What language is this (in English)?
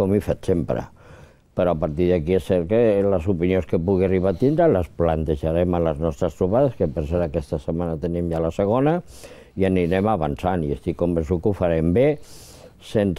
Catalan